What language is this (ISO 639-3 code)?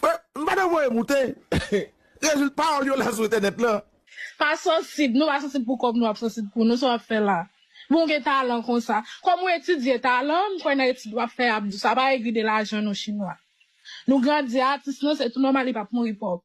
hat